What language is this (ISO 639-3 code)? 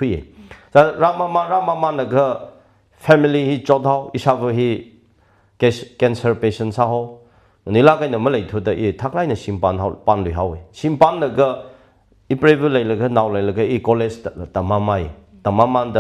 nmf